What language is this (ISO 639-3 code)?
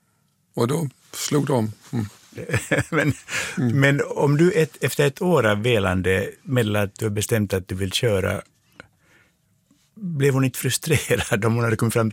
swe